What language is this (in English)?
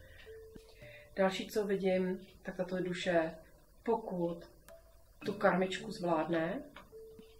Czech